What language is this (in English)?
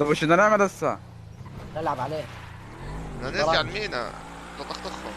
North Levantine Arabic